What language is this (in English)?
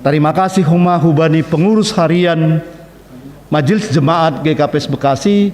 Batak Simalungun